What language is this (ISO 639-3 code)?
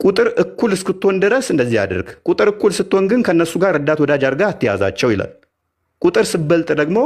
amh